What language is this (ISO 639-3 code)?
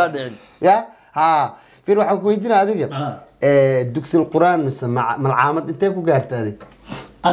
som